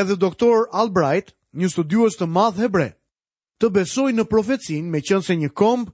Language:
Albanian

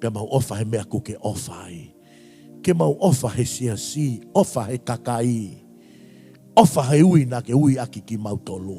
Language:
Tongan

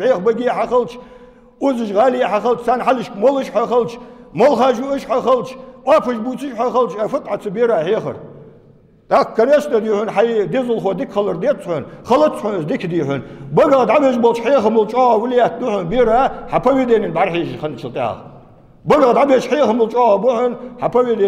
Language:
Ingush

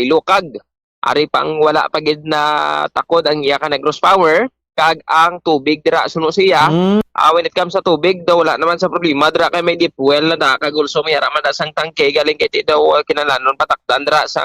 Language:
Hiligaynon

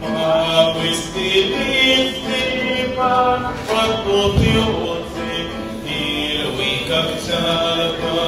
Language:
Nahuatl languages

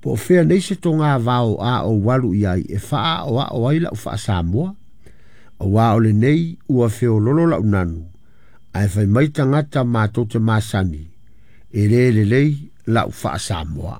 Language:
Samoan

